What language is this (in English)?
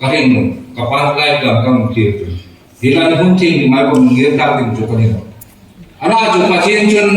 Hmar